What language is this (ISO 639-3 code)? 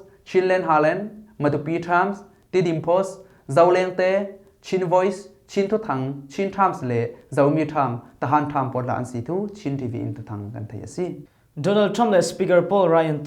cfm